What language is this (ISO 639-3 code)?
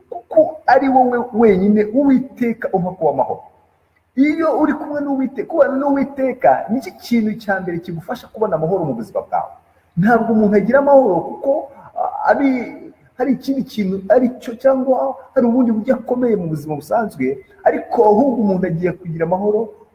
kin